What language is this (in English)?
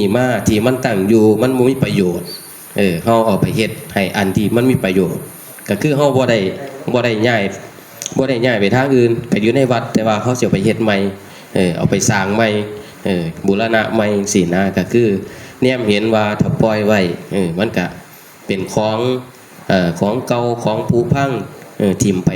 Northeastern Thai